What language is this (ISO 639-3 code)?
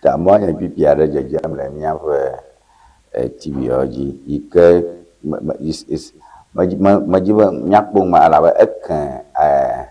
ewe